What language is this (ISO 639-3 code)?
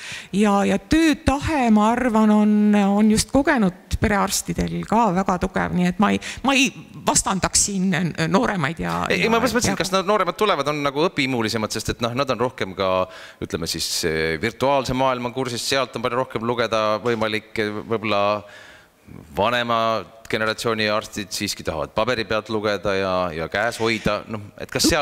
est